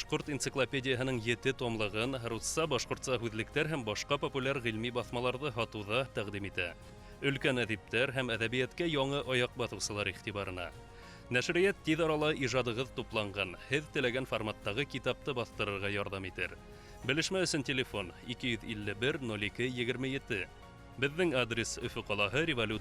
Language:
Bashkir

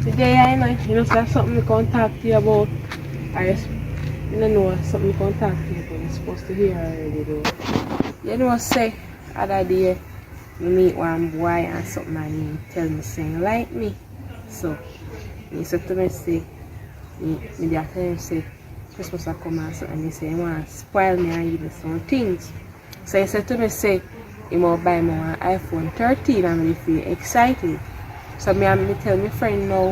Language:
Jamaican Creole English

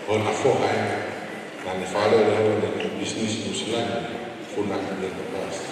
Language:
Tongan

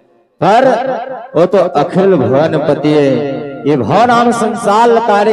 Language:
Chhattisgarhi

